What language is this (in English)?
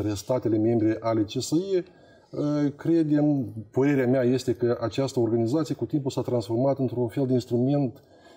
Romanian